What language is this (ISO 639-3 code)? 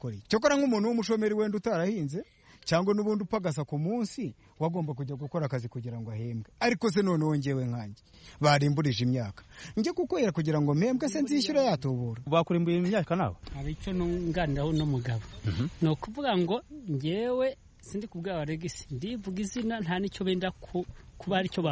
kin